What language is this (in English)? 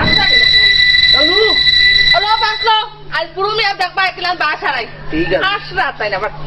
Sylheti